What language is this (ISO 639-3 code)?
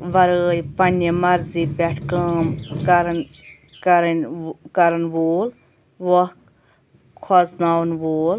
kas